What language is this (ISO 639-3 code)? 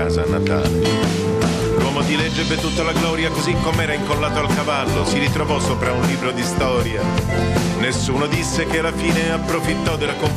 ita